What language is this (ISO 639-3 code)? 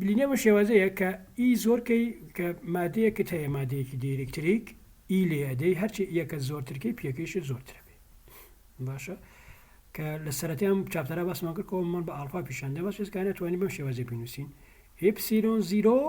ckb